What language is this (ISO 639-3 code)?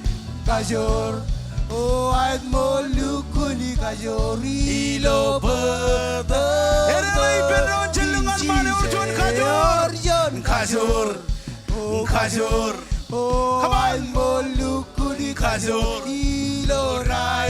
mah